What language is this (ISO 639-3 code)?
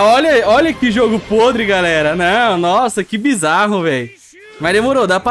por